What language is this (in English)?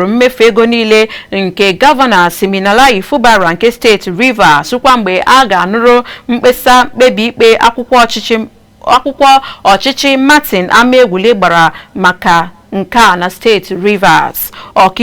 Igbo